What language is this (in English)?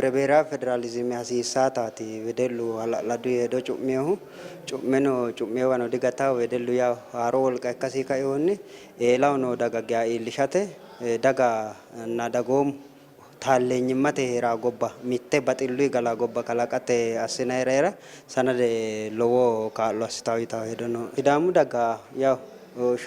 Sidamo